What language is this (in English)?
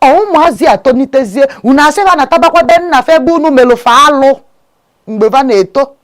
Igbo